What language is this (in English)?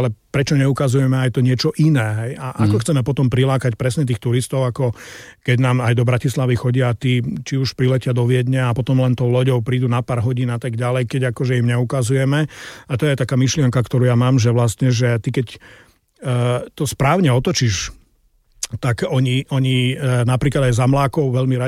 Slovak